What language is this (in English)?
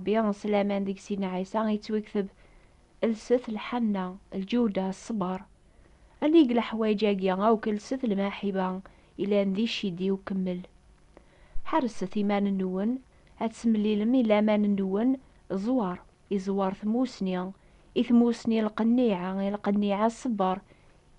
Kabyle